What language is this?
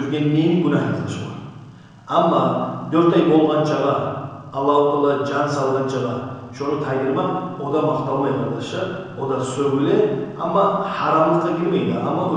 Kumyk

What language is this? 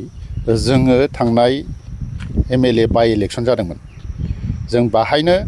Bodo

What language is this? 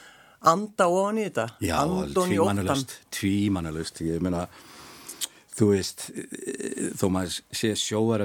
Icelandic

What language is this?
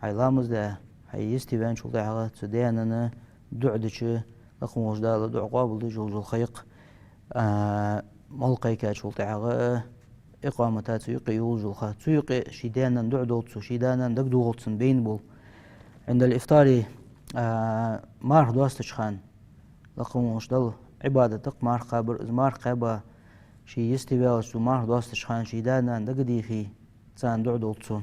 Ingush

